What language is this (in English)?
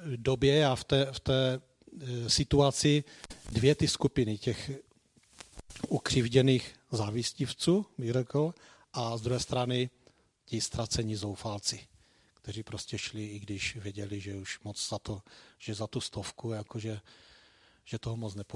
Czech